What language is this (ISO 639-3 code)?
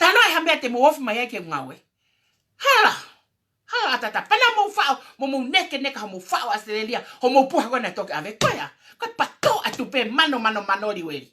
ton